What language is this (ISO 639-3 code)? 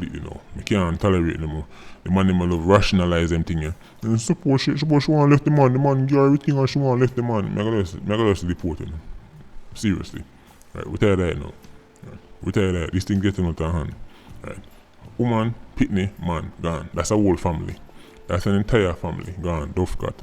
jam